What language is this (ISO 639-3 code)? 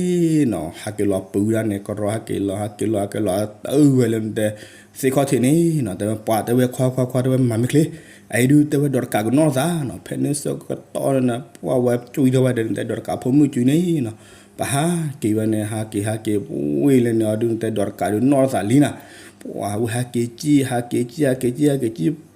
ksw